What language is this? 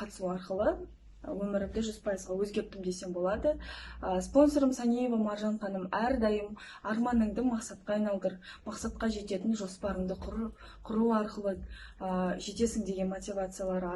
Kazakh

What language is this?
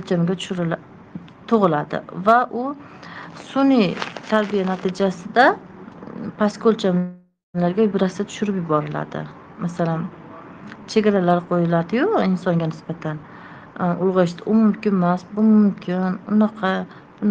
Uzbek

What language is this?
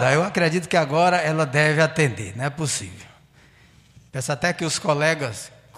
Portuguese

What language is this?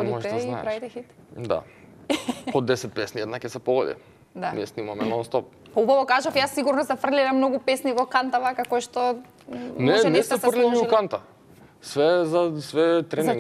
Macedonian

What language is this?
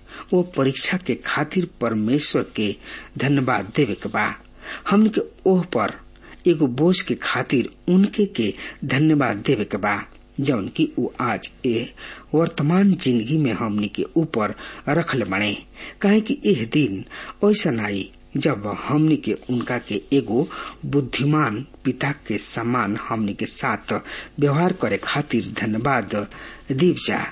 Bhojpuri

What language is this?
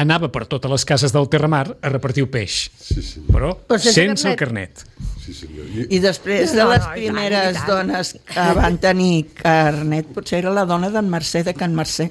Catalan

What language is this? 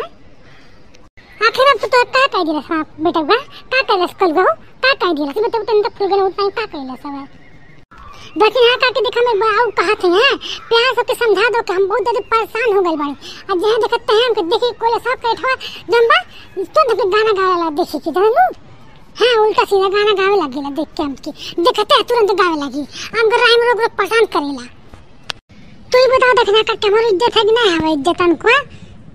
Bhojpuri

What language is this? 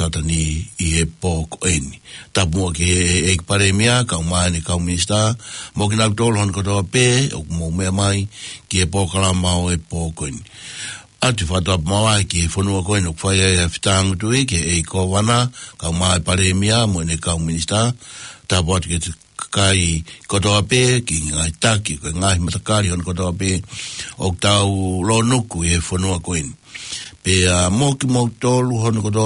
Tongan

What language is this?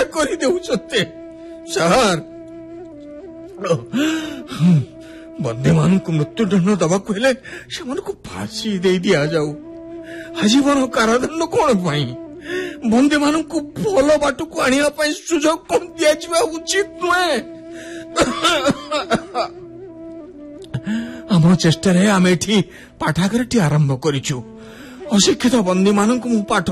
Odia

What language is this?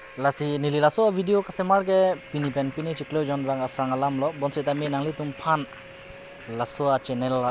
Karbi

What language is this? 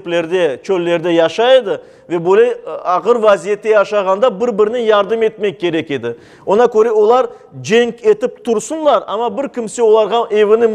Crimean Tatar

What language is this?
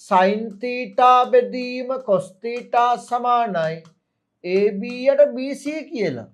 Sinhala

